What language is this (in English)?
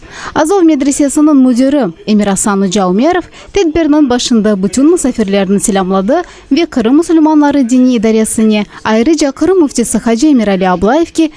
Crimean Tatar